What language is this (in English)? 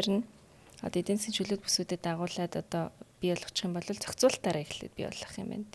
Mongolian